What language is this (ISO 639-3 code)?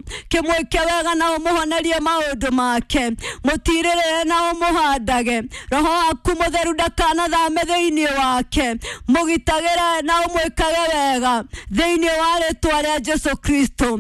kik